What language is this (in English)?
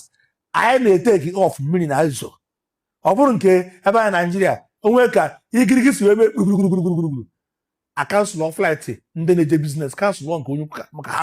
Igbo